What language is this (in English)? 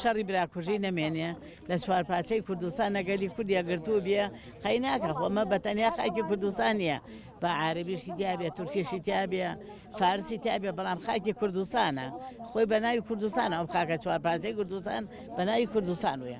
Central Kurdish